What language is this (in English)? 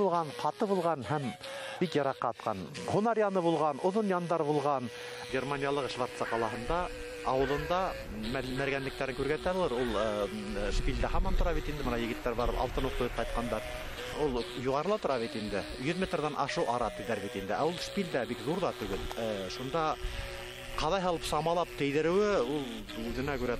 Bashkir